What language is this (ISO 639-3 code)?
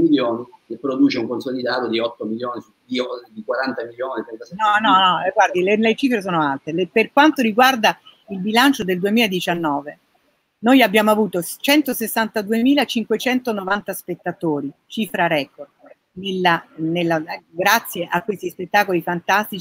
ita